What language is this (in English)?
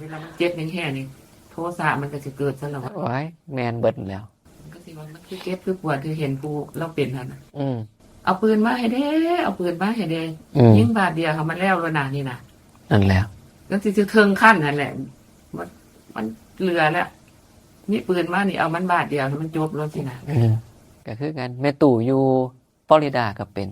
Northeastern Thai